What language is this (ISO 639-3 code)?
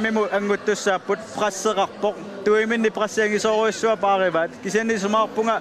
kal